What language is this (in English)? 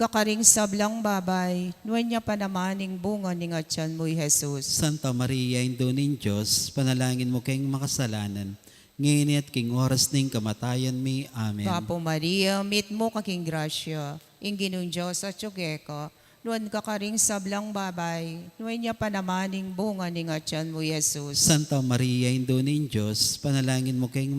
Pampanga